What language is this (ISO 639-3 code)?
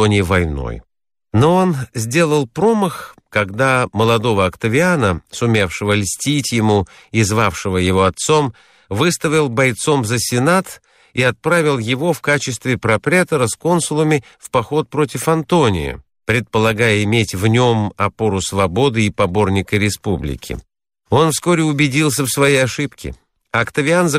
rus